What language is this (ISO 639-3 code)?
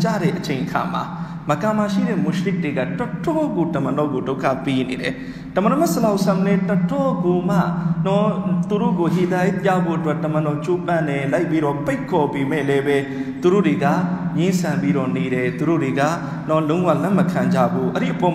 mya